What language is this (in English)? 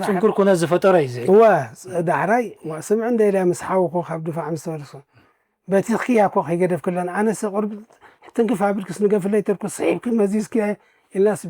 Tigrinya